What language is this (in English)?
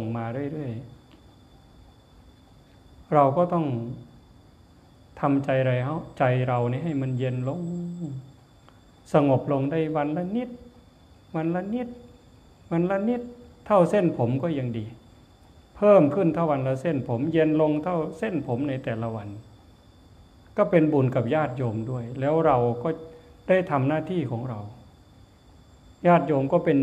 Thai